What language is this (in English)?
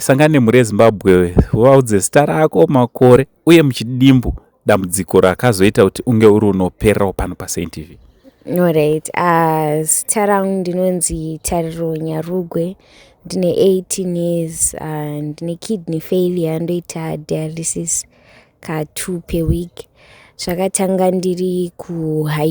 Shona